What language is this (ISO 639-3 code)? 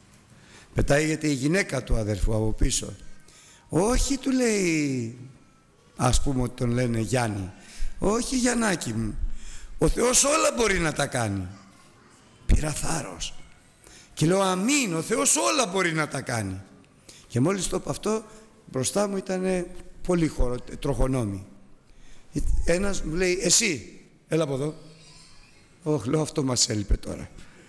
ell